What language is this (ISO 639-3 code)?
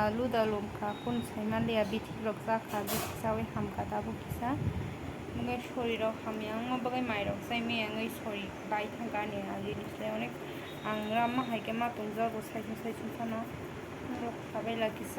trp